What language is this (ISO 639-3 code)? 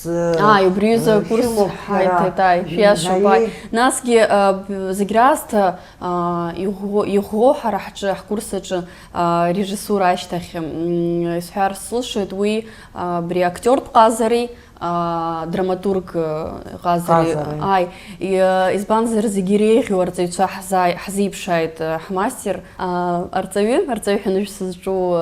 abk